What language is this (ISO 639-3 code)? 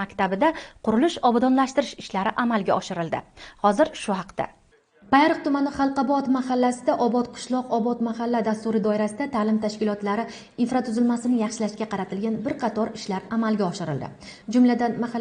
uzb